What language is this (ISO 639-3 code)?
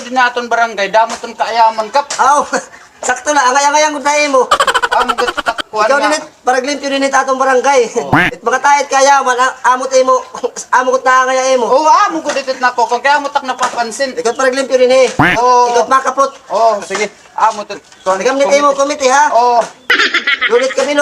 war